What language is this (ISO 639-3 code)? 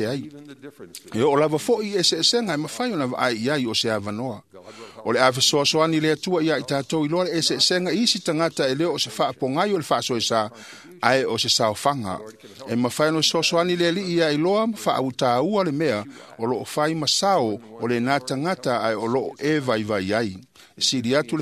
smo